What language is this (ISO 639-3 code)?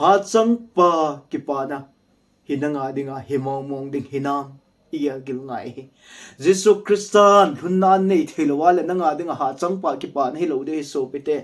tcz